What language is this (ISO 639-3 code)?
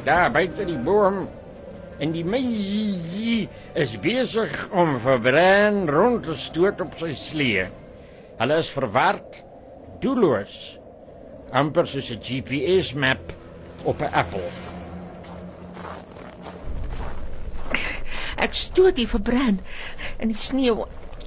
afr